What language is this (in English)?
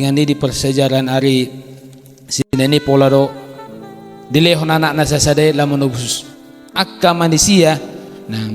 Batak Toba